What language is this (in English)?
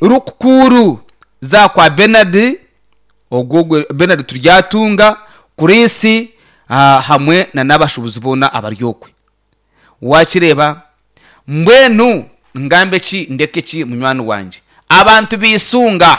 Nyankole